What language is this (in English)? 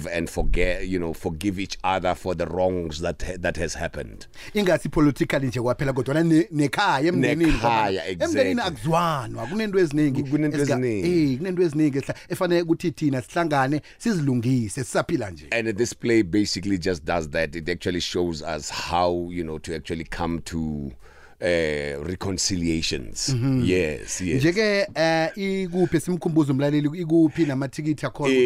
South Ndebele